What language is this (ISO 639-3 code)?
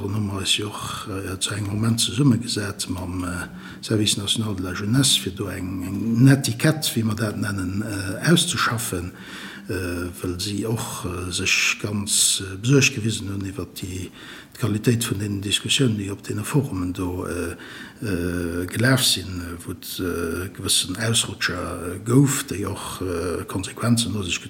ltz